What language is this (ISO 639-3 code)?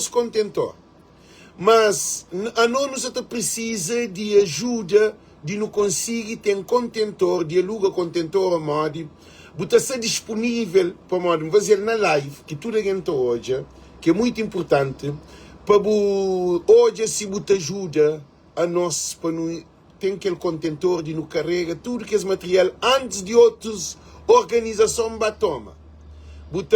kea